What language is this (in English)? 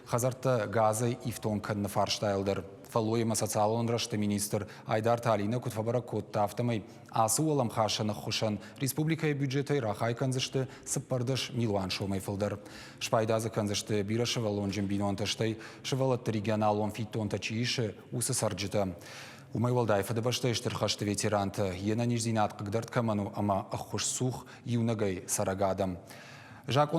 Ossetic